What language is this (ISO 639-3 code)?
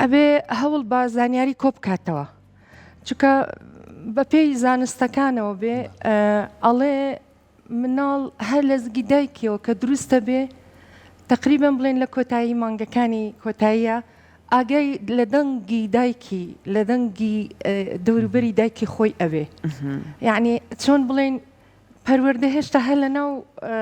ckb